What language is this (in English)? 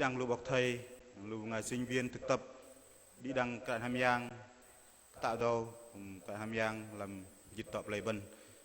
Bahnar